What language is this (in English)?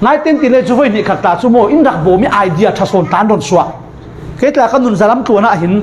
Falam Chin